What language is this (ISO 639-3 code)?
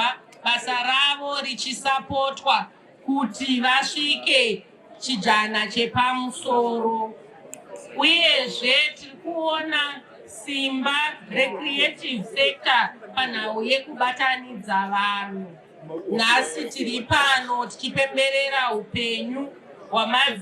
sna